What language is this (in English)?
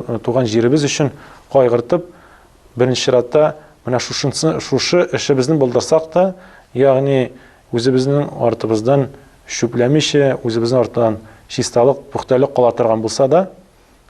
Tatar